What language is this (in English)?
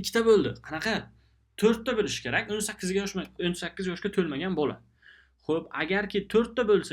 Uzbek